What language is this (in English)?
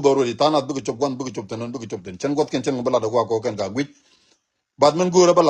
Nuer